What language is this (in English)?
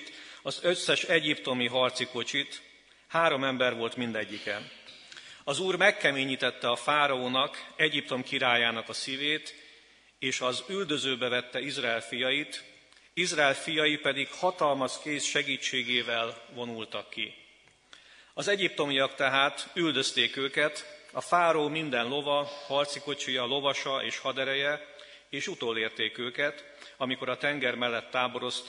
Hungarian